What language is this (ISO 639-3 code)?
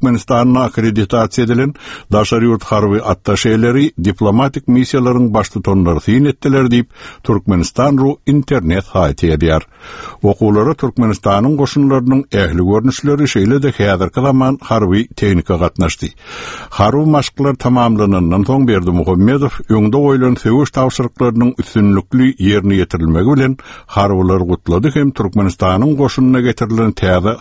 tuk